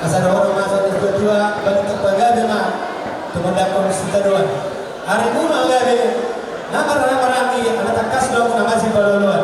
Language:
Batak Toba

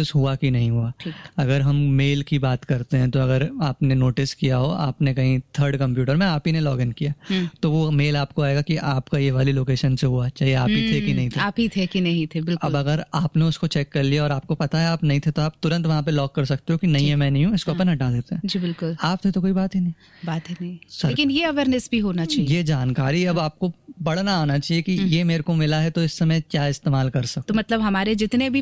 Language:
Hindi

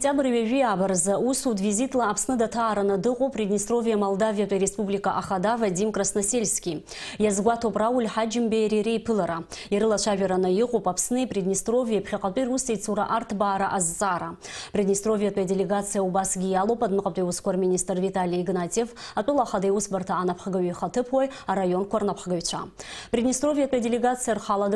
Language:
Abkhazian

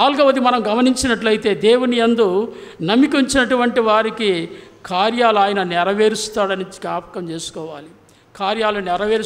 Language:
Telugu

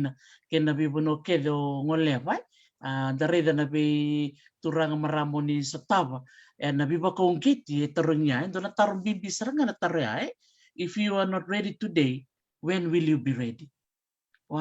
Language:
Fijian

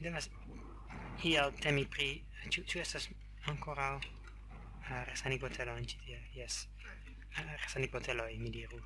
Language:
Esperanto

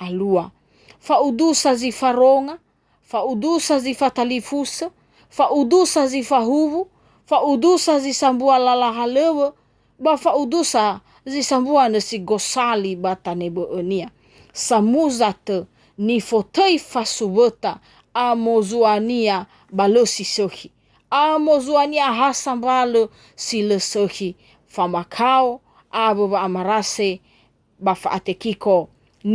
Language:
Nias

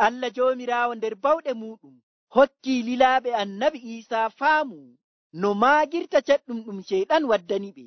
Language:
Nigerian Fulfulde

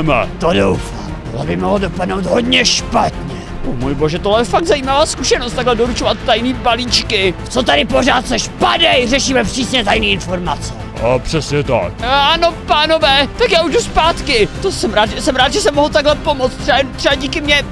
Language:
Czech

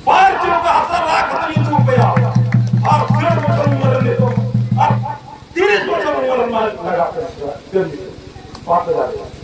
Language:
Santali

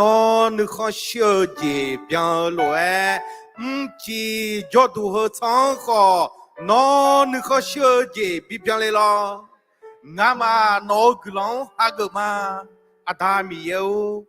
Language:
Akha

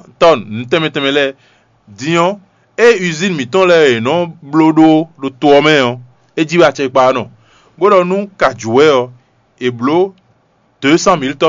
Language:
Fon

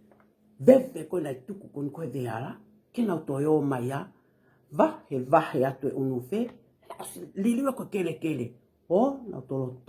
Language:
Tongan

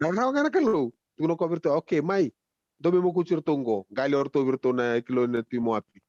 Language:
Fijian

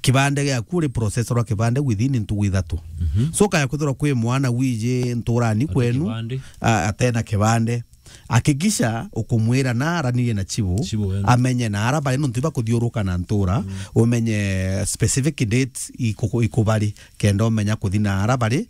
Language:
Meru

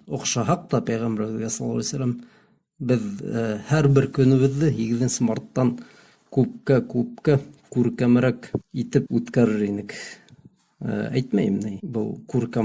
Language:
Bashkir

